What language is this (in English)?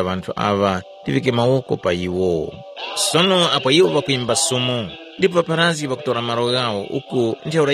Tumbuka